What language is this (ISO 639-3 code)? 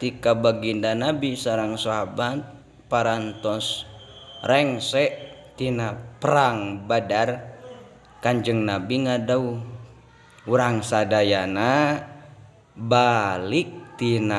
sun